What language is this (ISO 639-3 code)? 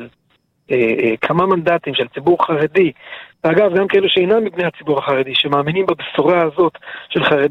heb